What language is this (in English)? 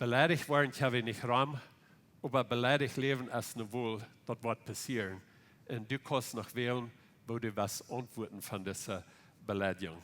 Plautdietsch